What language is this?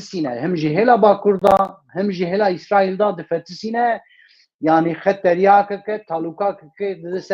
Kurdish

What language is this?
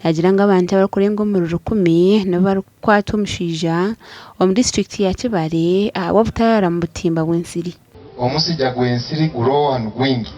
Nyankole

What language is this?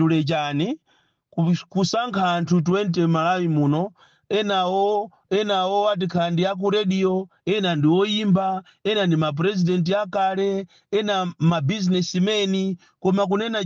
Nyanja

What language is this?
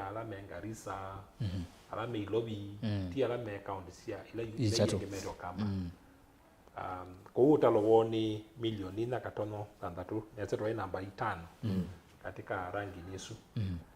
Kamba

